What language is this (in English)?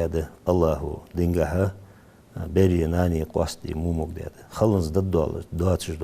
Ingush